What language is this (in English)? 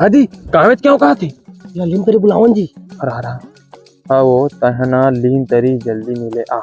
Chhattisgarhi